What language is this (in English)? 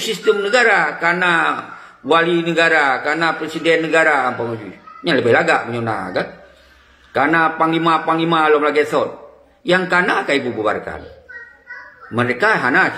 Achinese